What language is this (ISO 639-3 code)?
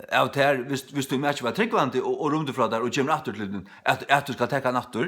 fao